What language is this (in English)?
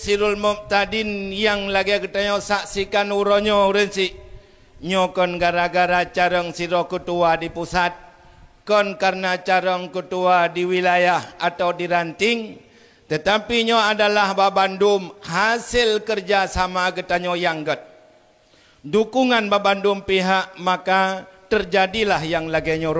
Achinese